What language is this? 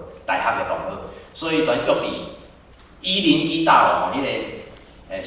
Min Nan Chinese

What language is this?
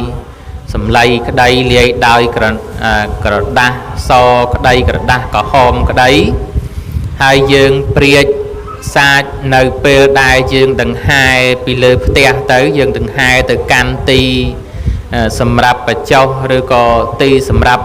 Khmer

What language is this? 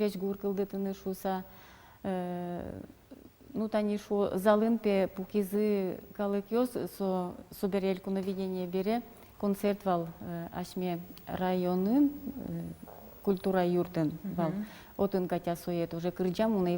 Udmurt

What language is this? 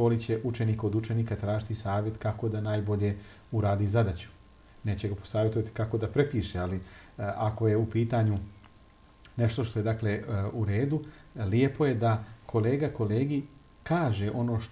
Bosnian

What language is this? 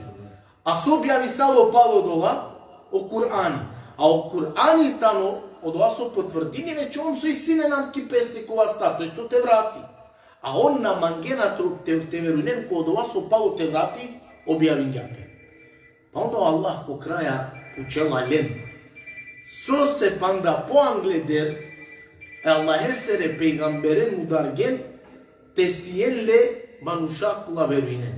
Balkan Romani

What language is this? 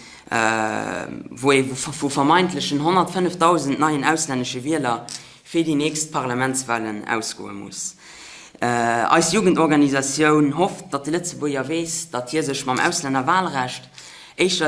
Luxembourgish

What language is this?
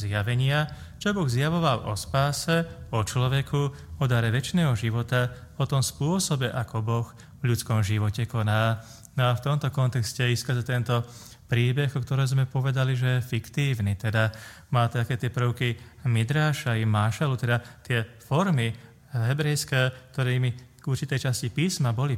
Slovak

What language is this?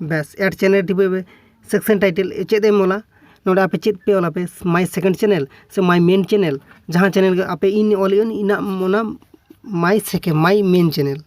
Santali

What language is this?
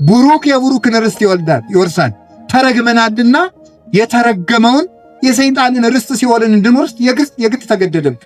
Amharic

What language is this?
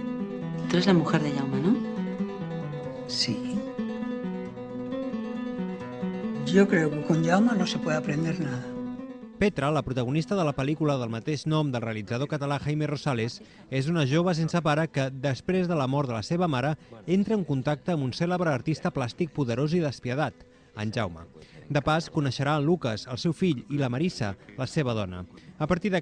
Catalan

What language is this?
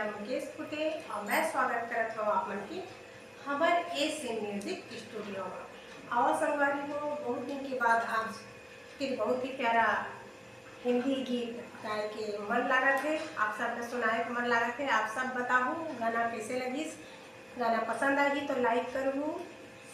Chhattisgarhi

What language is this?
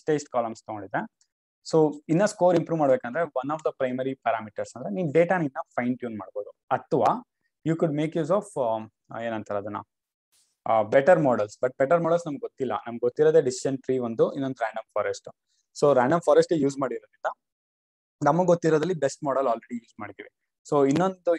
Kannada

